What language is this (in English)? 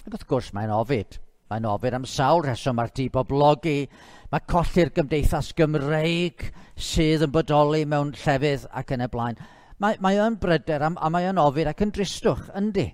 Welsh